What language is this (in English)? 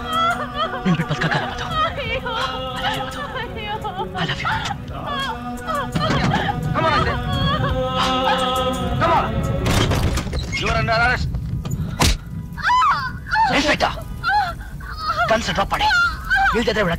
Kannada